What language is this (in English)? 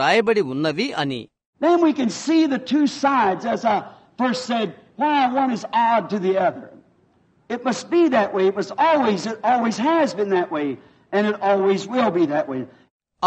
Telugu